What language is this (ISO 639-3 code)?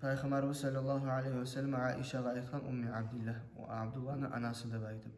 kum